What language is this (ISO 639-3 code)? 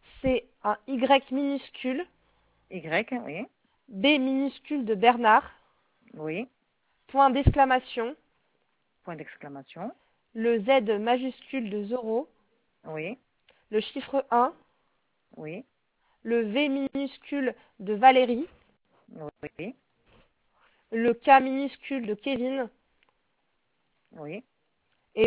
fra